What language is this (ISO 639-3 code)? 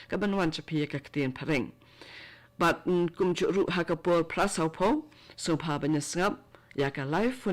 kha